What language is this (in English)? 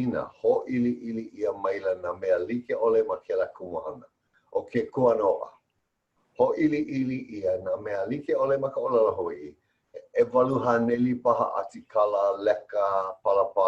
Hawaiian